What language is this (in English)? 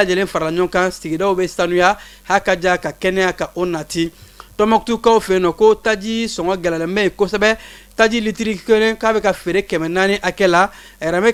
Bambara